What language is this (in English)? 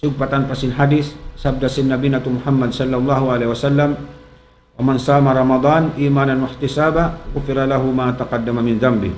Tausug